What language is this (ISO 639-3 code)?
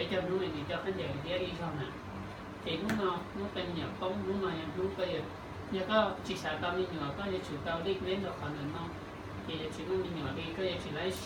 hmn